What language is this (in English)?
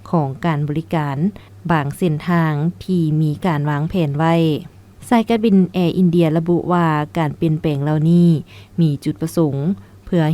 Lao